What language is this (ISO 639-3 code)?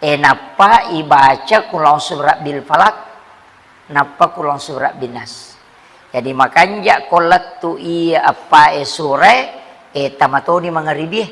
bug